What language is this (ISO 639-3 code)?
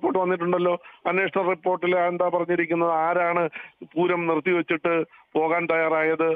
mal